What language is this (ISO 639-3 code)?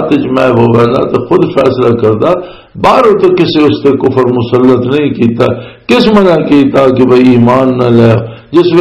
lah